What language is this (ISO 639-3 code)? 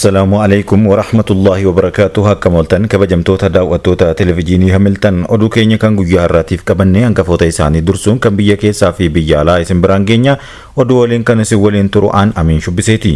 orm